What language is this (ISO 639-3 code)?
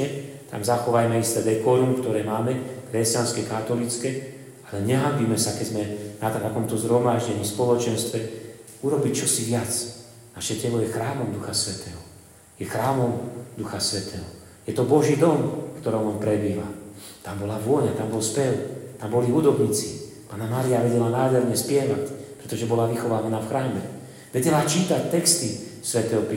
slk